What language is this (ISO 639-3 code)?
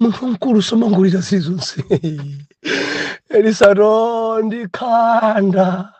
nya